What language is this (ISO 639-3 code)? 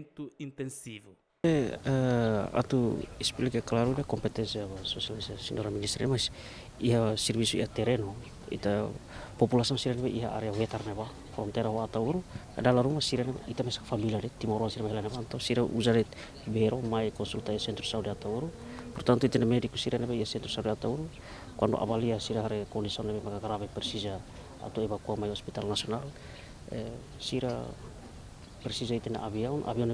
tet